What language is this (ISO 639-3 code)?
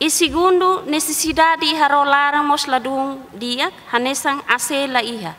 tet